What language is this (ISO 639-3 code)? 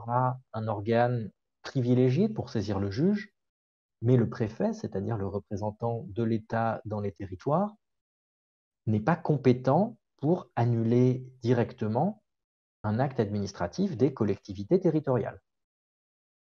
fra